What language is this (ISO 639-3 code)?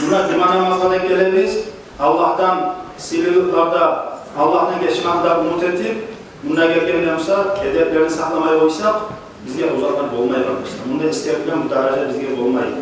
kum